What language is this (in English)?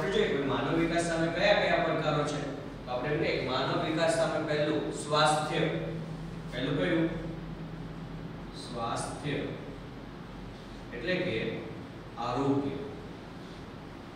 Gujarati